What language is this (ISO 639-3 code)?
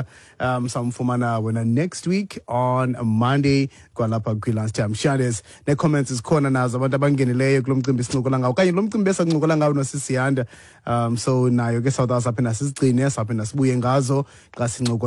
xho